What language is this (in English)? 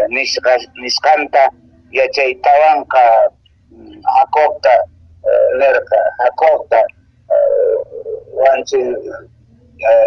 Quechua